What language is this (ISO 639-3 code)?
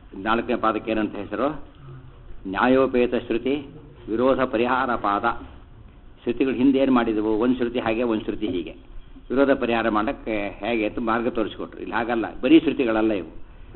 kan